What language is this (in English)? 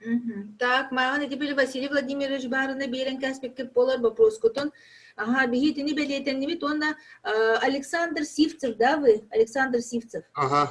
Yakut